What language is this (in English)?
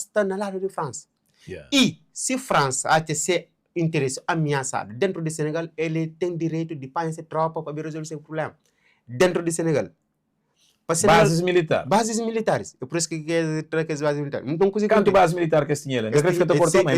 Kabuverdianu